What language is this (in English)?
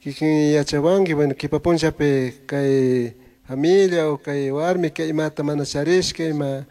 Chimborazo Highland Quichua